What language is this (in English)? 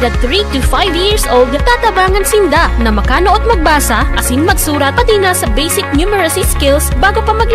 Bikol